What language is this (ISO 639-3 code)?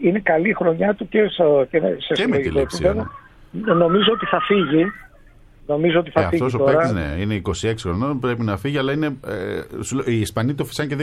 ell